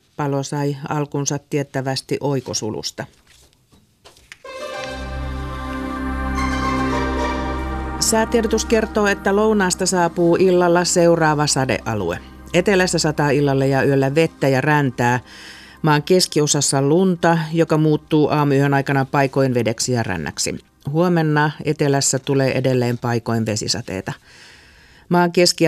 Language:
Finnish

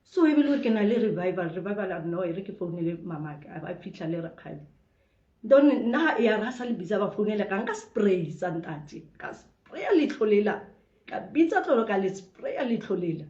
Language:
Southern Sotho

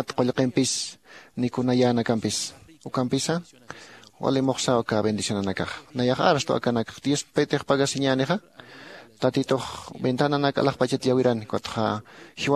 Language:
Aymara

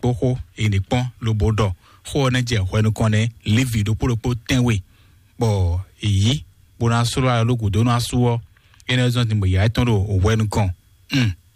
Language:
Fon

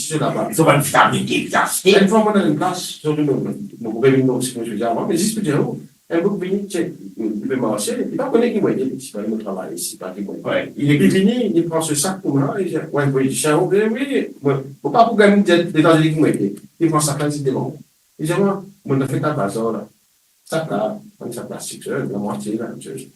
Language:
Morisyen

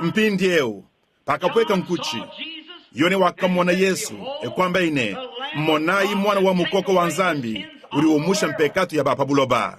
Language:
Luba-Lulua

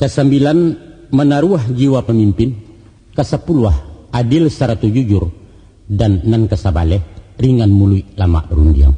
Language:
Minangkabau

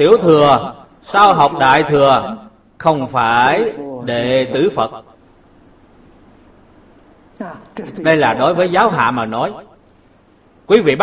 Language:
Vietnamese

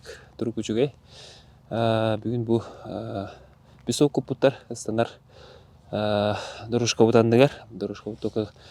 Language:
Yakut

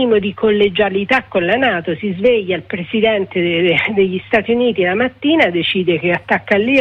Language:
Italian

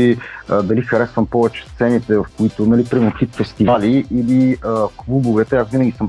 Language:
Bulgarian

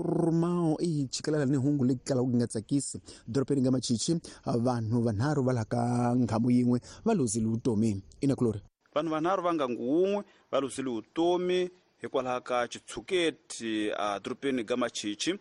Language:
Tsonga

